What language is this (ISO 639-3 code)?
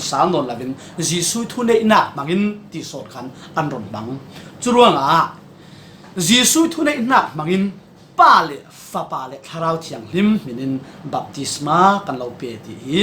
cfm